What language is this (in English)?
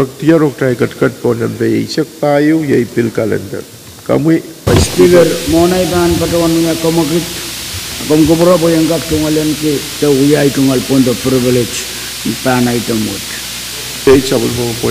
Pohnpeian